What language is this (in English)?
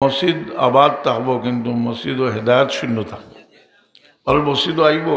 Sylheti